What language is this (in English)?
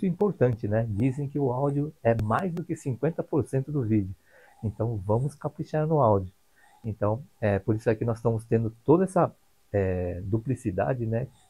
Portuguese